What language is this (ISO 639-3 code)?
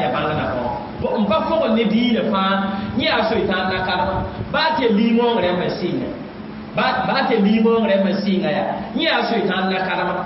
mos